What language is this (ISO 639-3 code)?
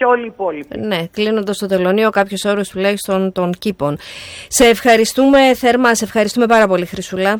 ell